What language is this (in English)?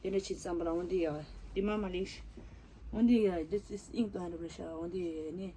Tibetan